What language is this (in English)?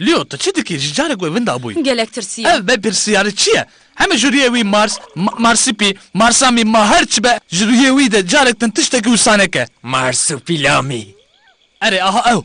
Kurdish